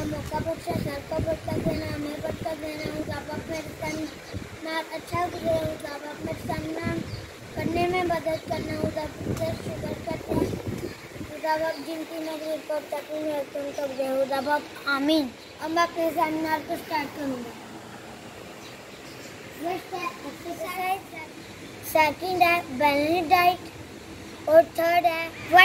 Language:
Hindi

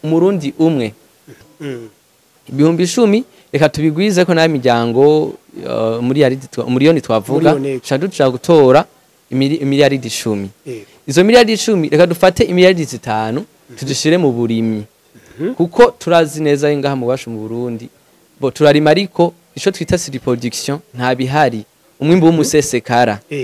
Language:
Rundi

